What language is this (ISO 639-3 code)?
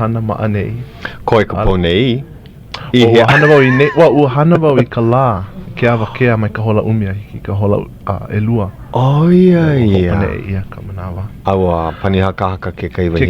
haw